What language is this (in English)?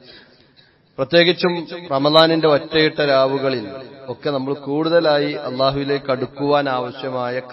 Malayalam